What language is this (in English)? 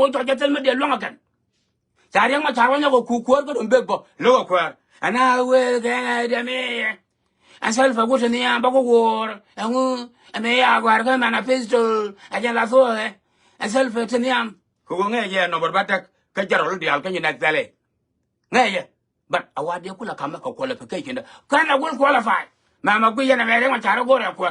Nuer